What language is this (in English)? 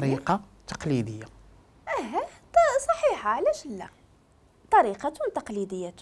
Moroccan Arabic